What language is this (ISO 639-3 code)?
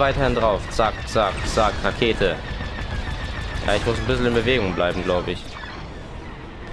deu